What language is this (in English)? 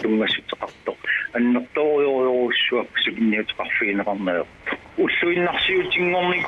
Kalaallisut